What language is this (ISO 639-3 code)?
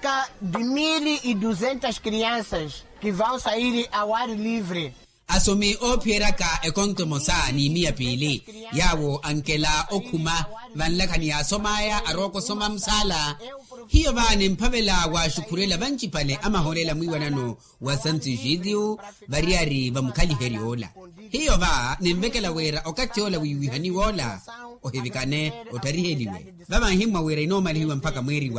vmw